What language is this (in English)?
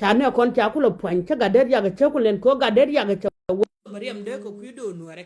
Nuer